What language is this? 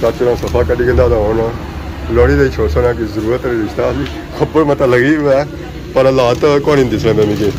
Pahari-Potwari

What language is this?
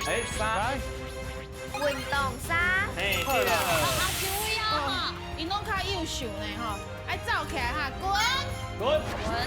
Min Nan Chinese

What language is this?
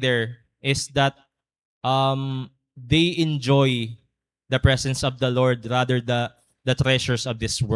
Waray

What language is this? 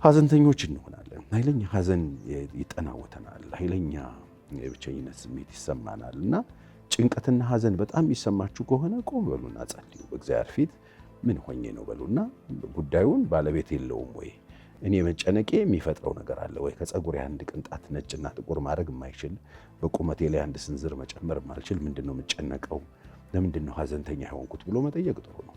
Amharic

